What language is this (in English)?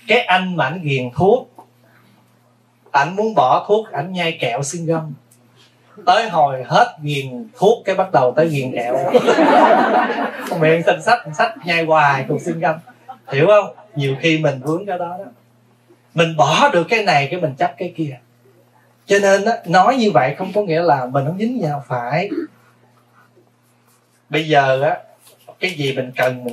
Vietnamese